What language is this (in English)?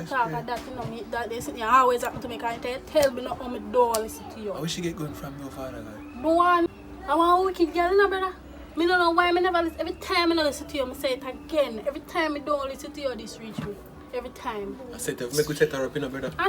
Jamaican Creole English